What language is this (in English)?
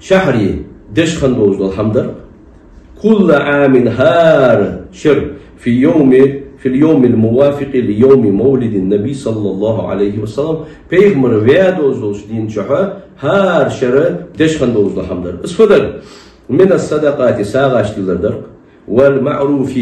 Ingush